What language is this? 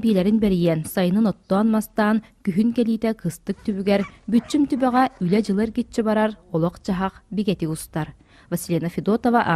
Yakut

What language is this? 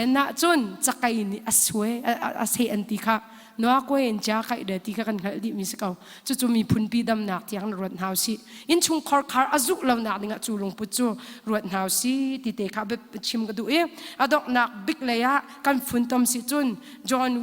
Hakha Chin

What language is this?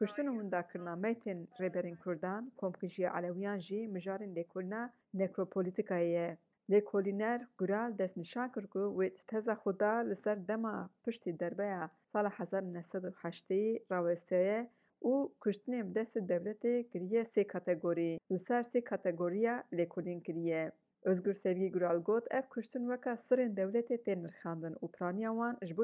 Kurdish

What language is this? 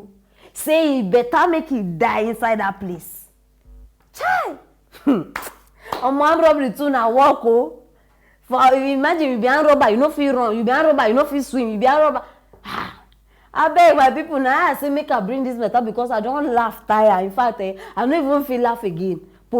Nigerian Pidgin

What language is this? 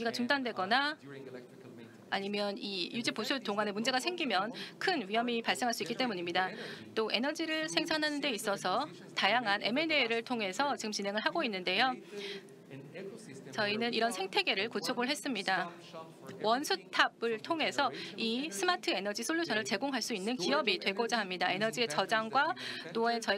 Korean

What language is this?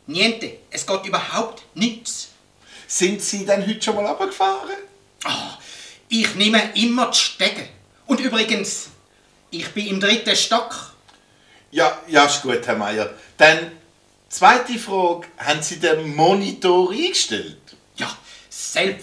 Swiss German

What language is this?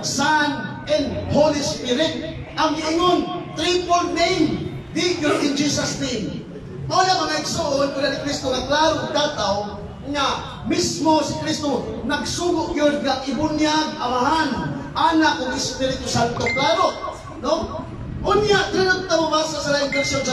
Cebuano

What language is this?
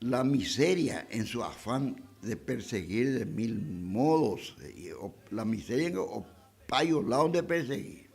Guarani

